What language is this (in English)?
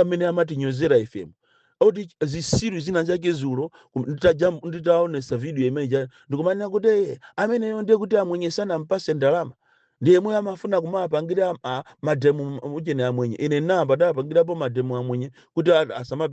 Nyanja